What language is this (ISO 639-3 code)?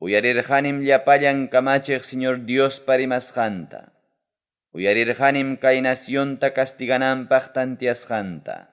quy